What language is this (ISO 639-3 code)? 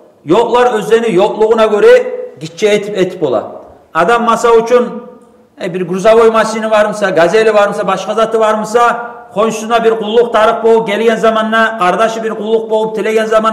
kum